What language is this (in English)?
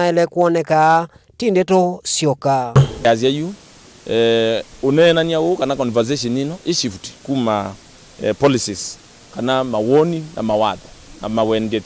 Kamba